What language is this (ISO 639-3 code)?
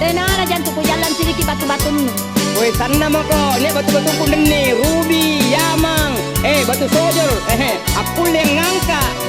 mak